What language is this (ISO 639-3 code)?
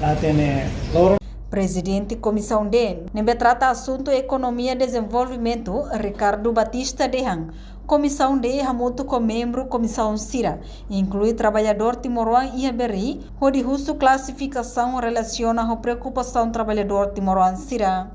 tet